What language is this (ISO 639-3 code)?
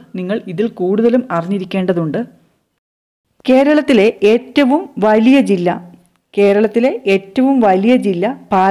mal